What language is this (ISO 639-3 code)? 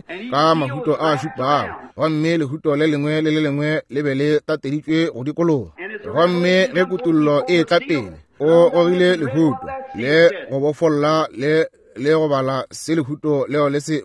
nso